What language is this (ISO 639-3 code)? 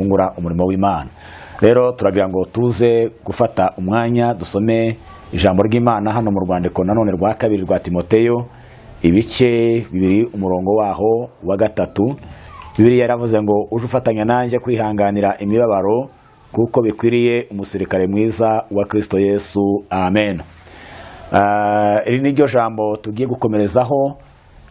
kin